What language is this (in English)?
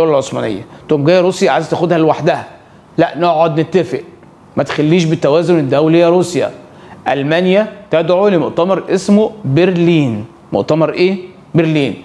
Egyptian Arabic